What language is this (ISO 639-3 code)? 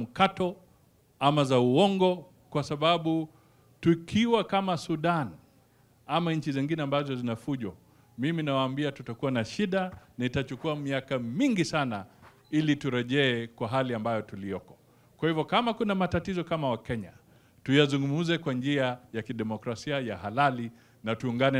swa